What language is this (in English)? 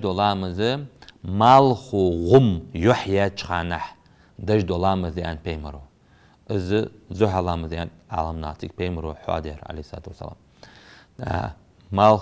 Ingush